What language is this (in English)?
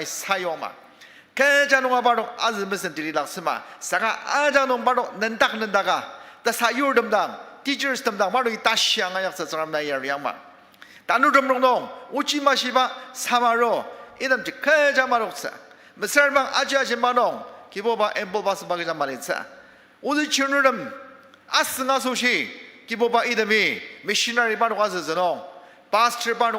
Ao Naga